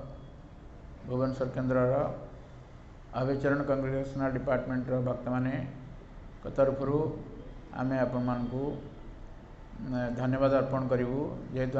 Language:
Odia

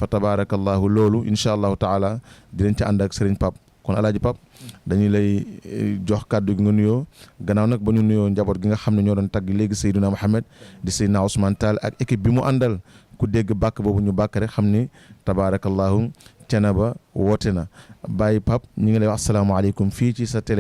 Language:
Wolof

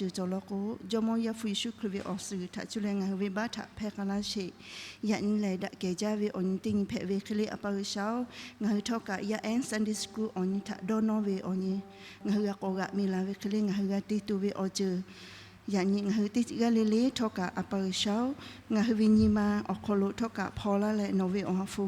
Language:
Lahu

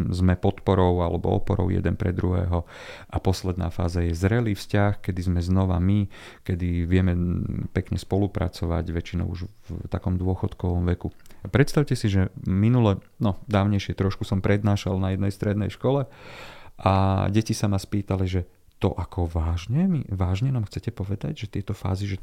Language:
Slovak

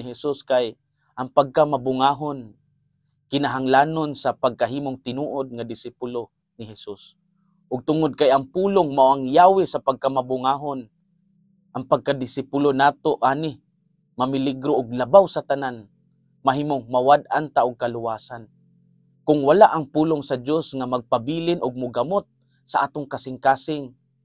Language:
Cebuano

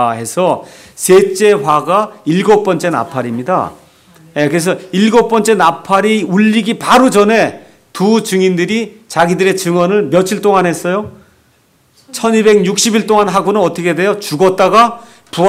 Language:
Korean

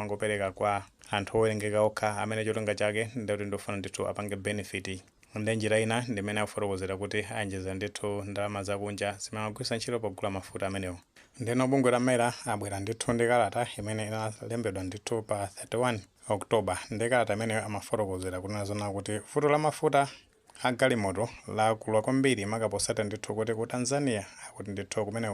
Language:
Nyanja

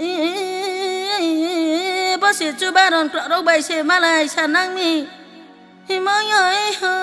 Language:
Riang (India)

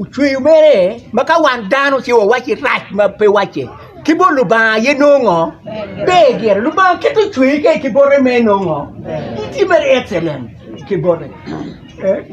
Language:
Acoli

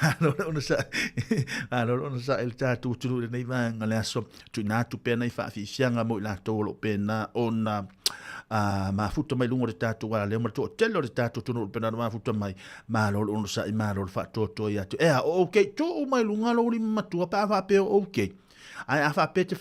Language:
Samoan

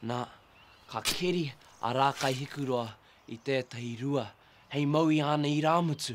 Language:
Māori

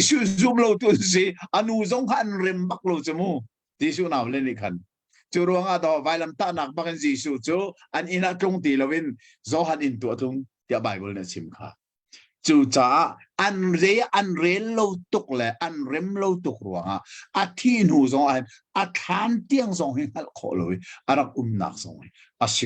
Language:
Hakha Chin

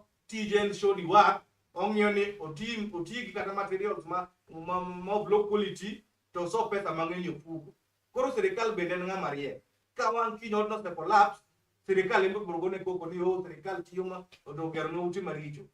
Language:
Luo (Kenya and Tanzania)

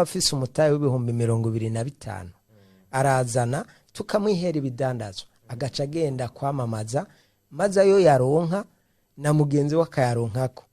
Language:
Rundi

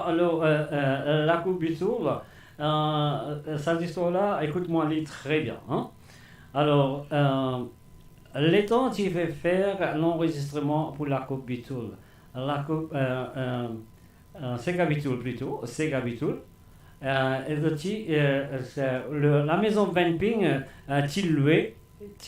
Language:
Morisyen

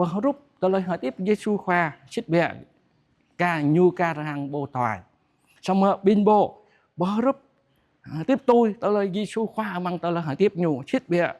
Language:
Jarai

